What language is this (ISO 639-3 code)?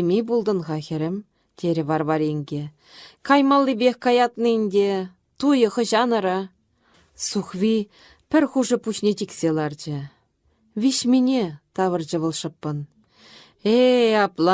chv